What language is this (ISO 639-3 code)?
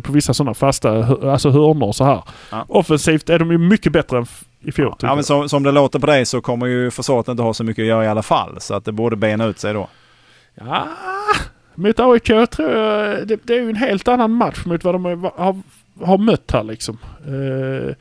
swe